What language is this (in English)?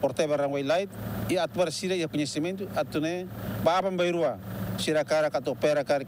Tetum